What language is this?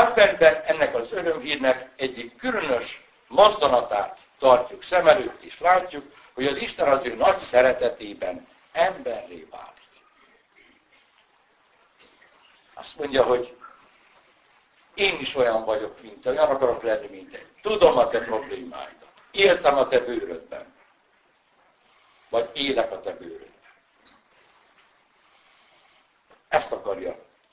Hungarian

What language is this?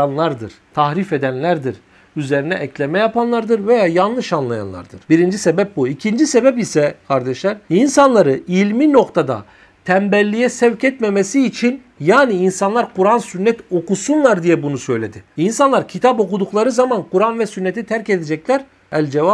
Turkish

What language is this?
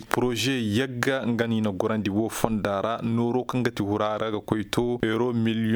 Koyraboro Senni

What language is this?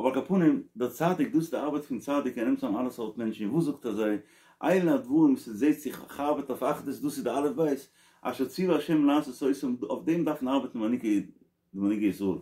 Yiddish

